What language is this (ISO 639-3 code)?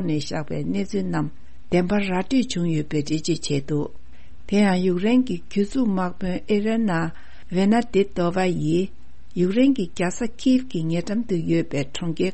bod